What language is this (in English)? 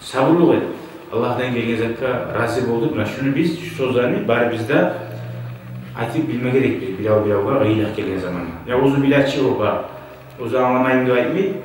Kumyk